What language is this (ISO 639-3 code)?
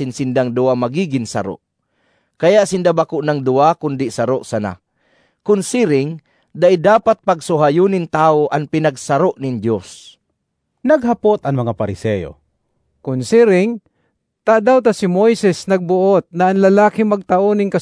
bik